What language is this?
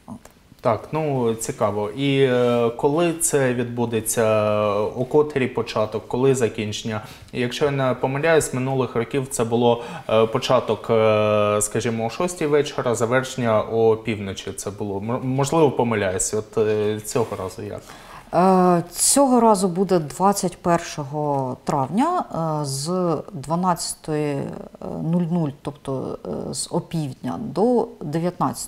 Ukrainian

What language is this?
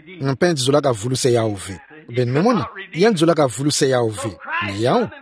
Kituba (Democratic Republic of Congo)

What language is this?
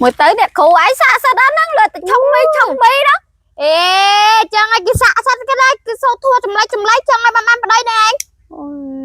Khmer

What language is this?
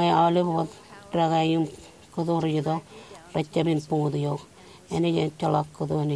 Marshallese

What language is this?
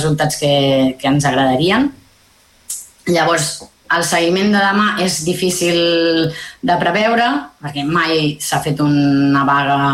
Catalan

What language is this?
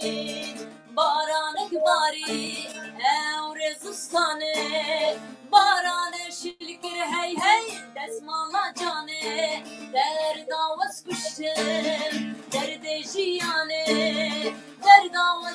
Kurdish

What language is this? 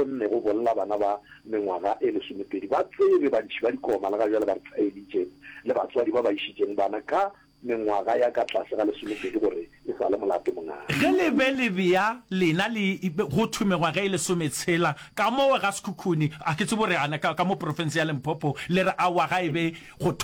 Northern Sotho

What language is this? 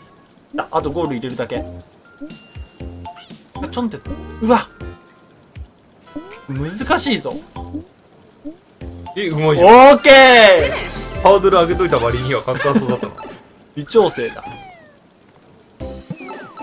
Japanese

